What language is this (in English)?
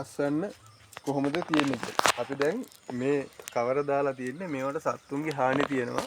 Sinhala